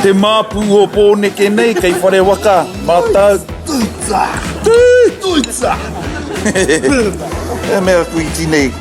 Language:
Māori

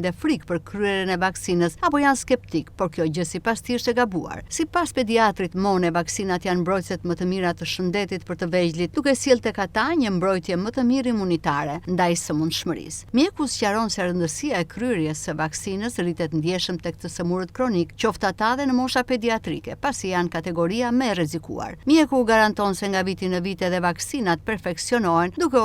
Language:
Albanian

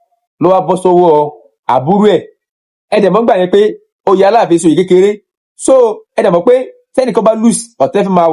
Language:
Yoruba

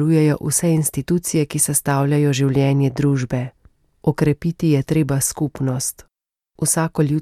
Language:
Slovenian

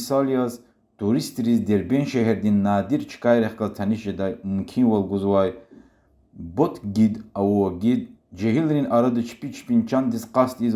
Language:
Lezghian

